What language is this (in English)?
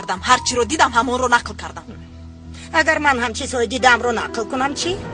Tajik